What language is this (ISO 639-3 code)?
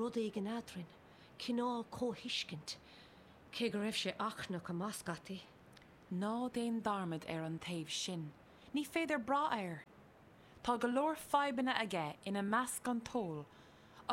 gle